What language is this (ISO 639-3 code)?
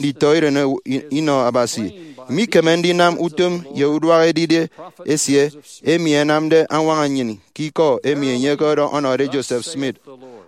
efi